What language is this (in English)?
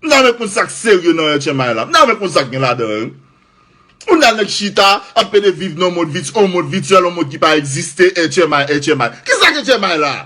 Haitian Creole